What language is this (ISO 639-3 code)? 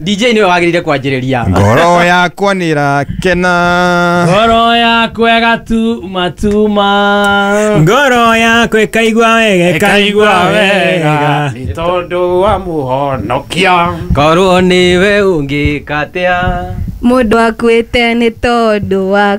kik